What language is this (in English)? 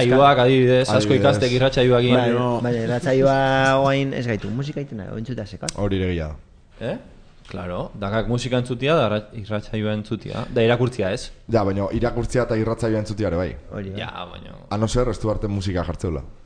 Basque